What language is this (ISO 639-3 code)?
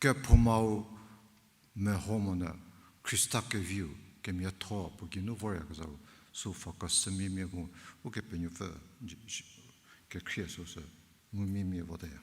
njm